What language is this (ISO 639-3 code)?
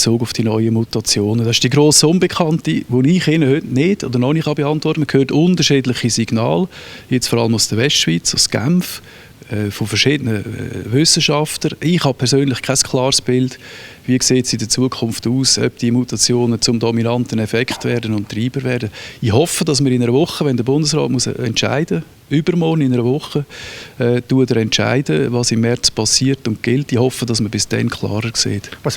gsw